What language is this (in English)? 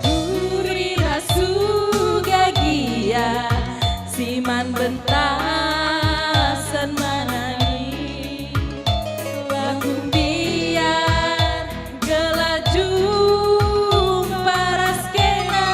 Batak Karo